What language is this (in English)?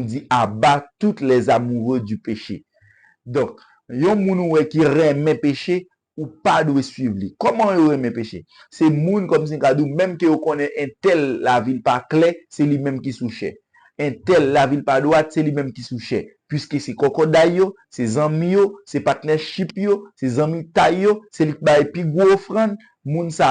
Haitian Creole